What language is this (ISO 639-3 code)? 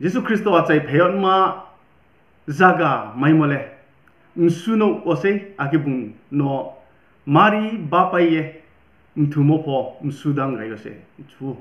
ria